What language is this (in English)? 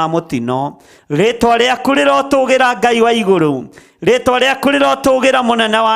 Kikuyu